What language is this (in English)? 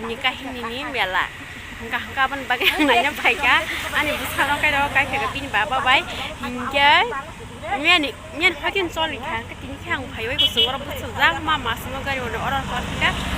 Kok Borok